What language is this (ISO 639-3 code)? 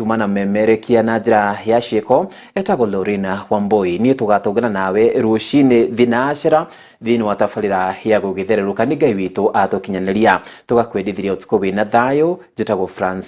kik